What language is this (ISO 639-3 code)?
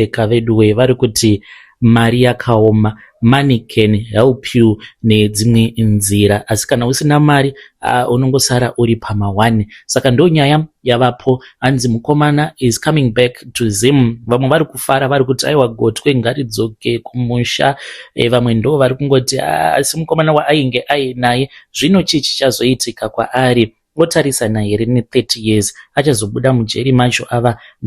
sna